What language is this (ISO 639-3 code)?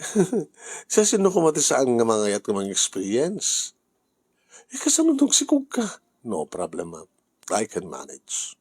ilo